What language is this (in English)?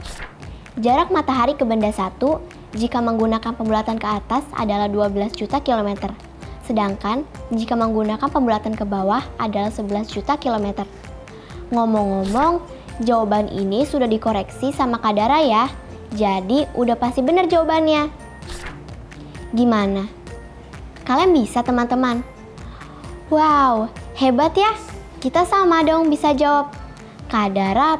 Indonesian